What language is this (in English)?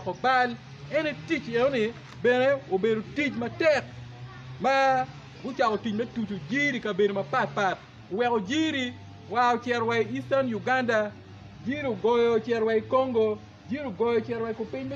Acoli